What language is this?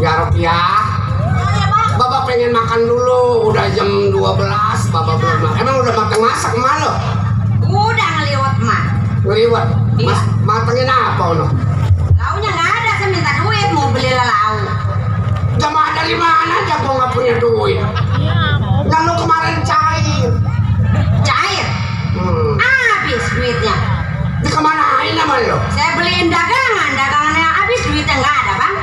Betawi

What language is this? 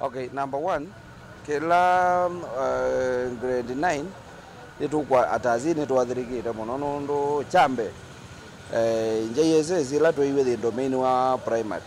Kamba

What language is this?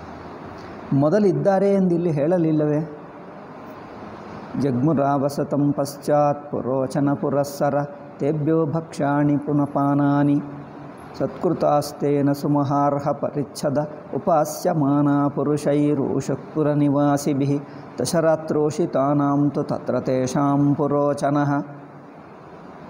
Kannada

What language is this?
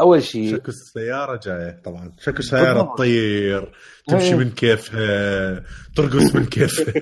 Mesopotamian Arabic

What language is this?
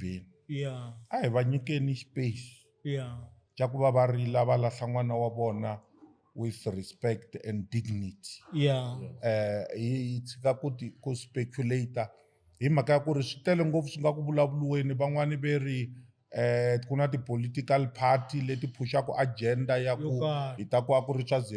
Tsonga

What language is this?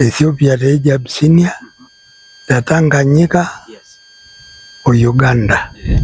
Masai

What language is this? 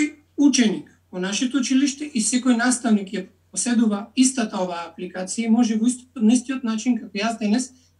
Macedonian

